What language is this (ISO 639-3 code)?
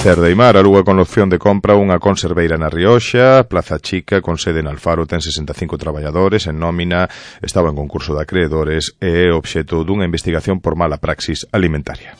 glg